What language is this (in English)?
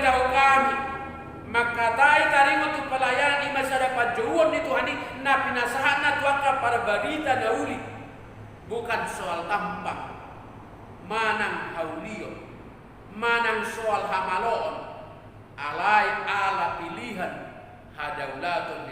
Batak Toba